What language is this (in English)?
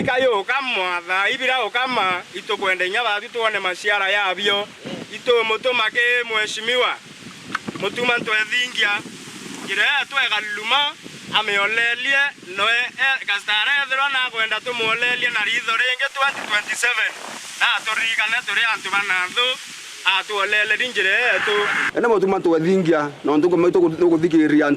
Meru